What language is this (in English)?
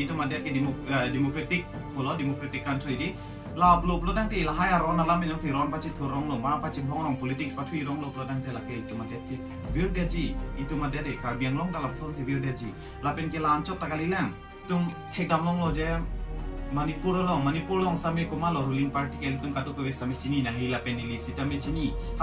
Karbi